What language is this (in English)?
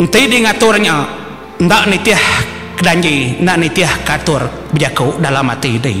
Iban